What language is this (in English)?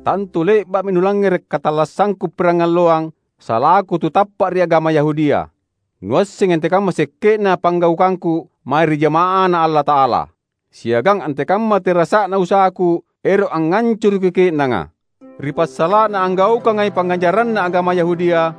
Makasar